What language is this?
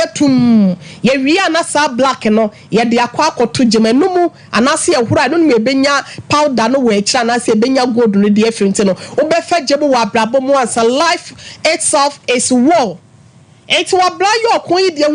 Akan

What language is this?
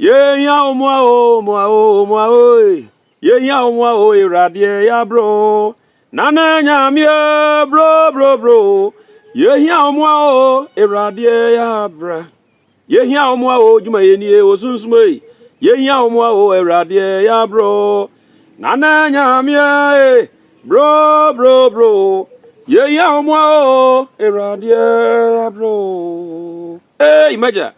Akan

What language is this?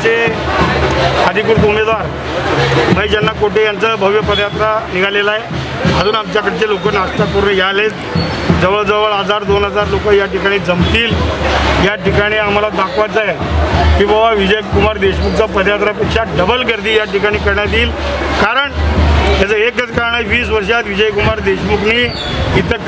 Marathi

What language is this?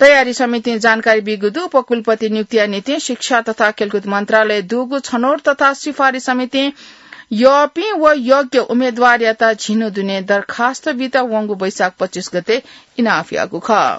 Newari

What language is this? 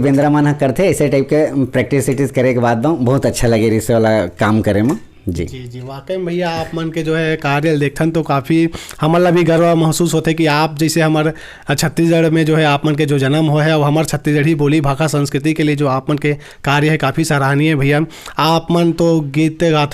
Chhattisgarhi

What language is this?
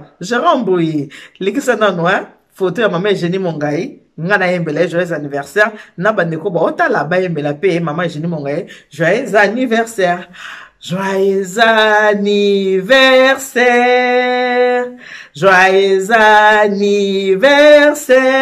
Lingala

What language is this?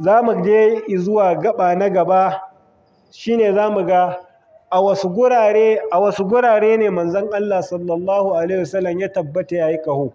Hausa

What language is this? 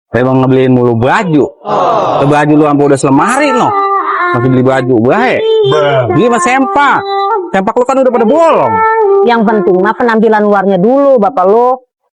Betawi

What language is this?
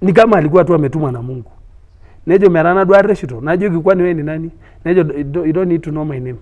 Masai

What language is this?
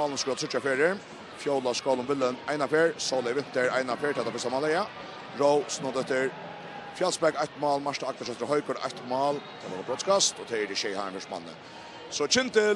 Faroese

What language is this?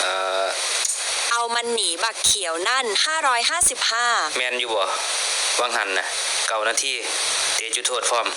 Northeastern Thai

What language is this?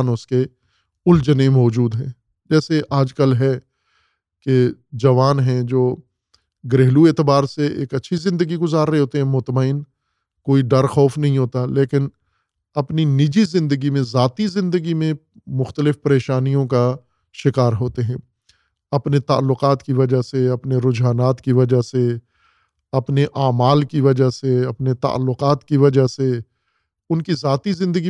Urdu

